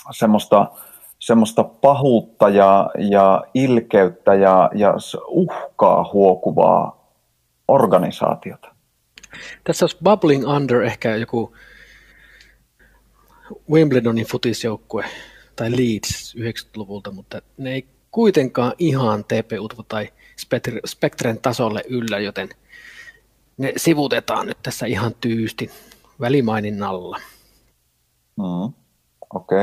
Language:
Finnish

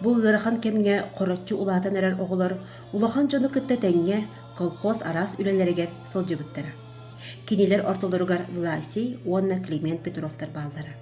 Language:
Yakut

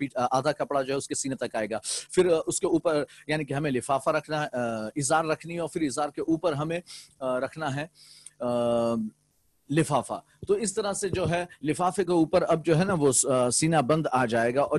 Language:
Urdu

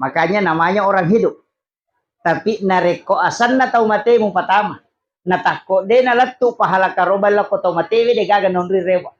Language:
Buginese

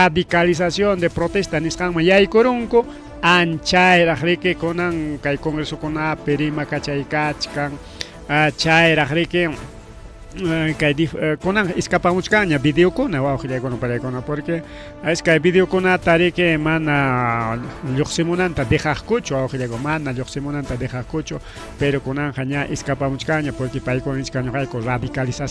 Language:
Ayacucho Quechua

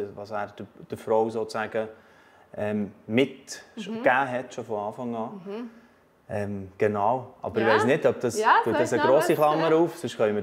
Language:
Swiss German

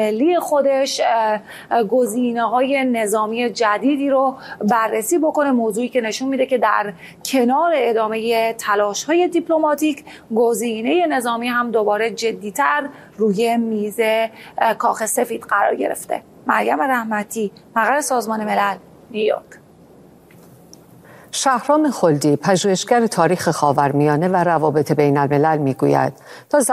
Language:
Persian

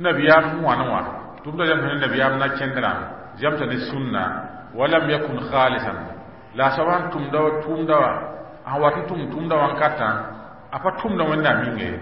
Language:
Mossi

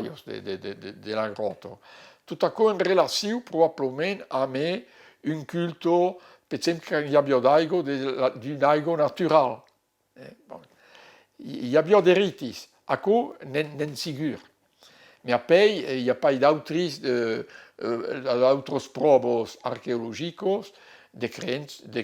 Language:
Occitan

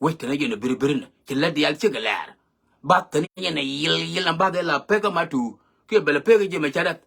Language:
Nuer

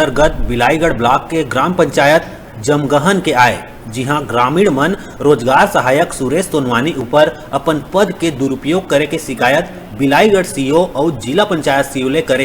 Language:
Chhattisgarhi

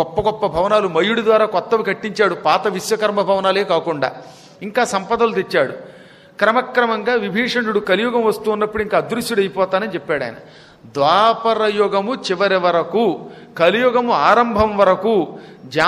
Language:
Telugu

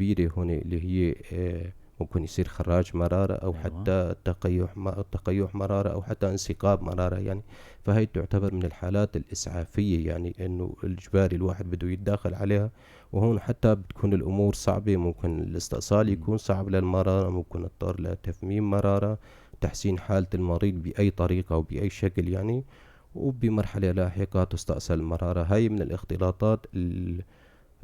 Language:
North Levantine Arabic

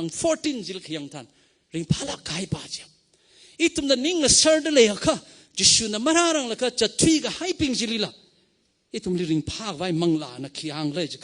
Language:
Tangkhul Naga (India)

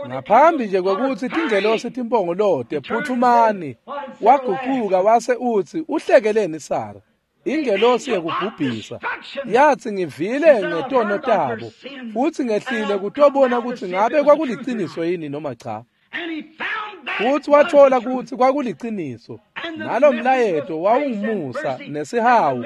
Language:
Swati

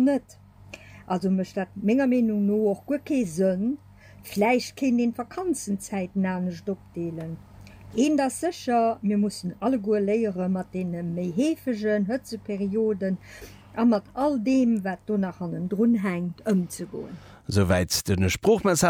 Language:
Luxembourgish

